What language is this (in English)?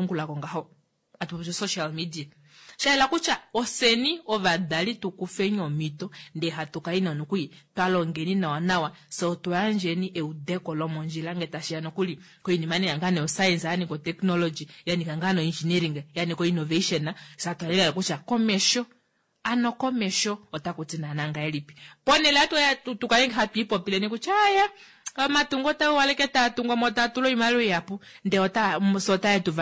Kuanyama